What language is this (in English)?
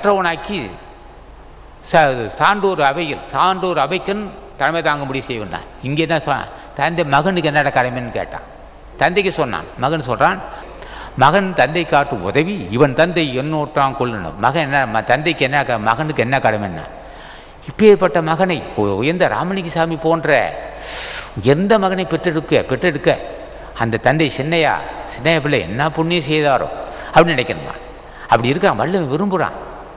Tamil